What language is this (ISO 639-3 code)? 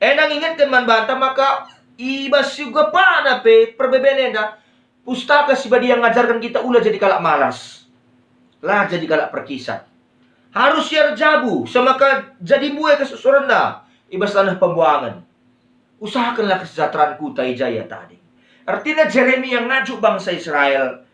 btx